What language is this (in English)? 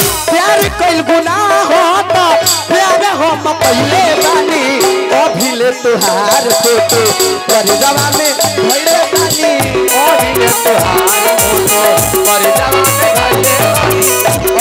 Bhojpuri